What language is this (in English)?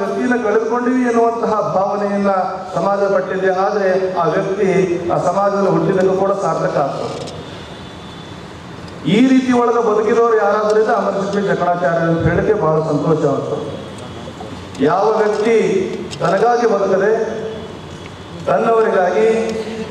Kannada